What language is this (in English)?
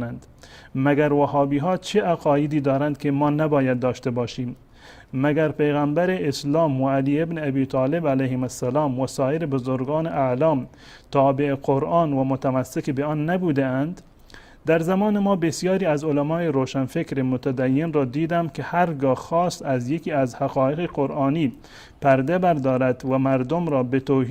Persian